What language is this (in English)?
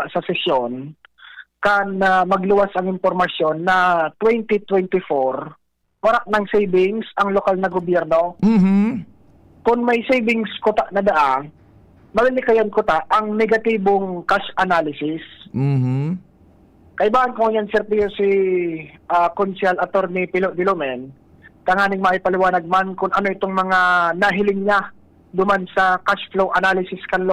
Bikol